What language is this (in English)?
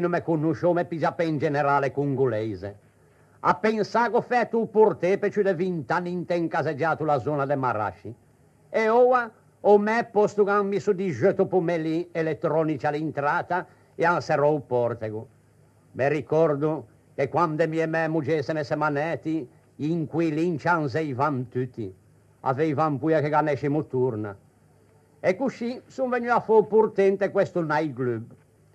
Ligurian